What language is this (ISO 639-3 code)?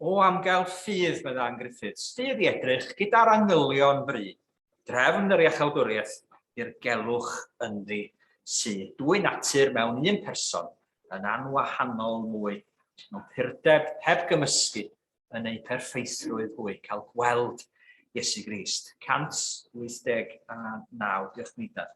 cym